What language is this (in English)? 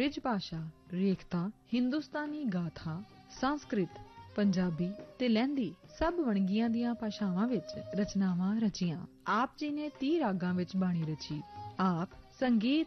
Punjabi